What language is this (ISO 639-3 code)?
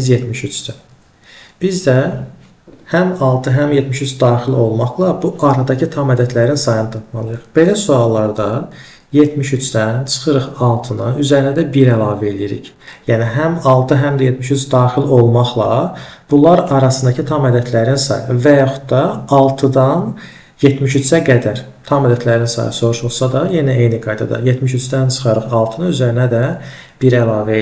aze